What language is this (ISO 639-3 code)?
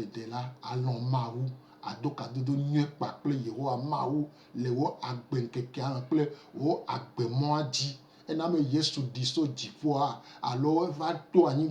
gej